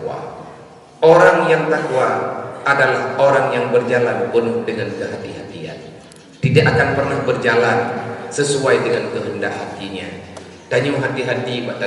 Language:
Achinese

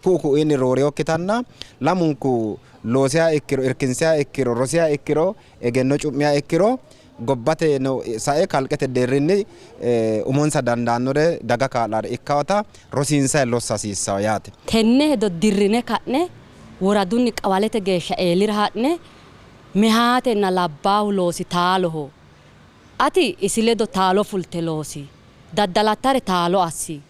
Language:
Sidamo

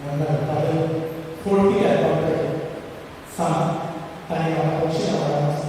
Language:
Konkani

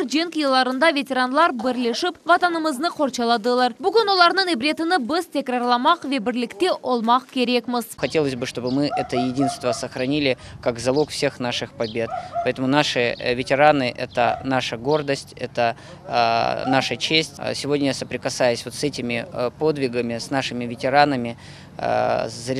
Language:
Crimean Tatar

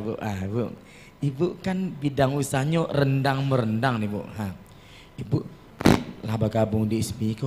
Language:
Minangkabau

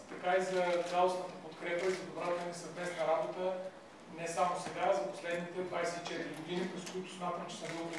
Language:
Bulgarian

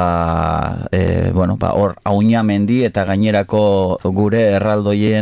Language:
Basque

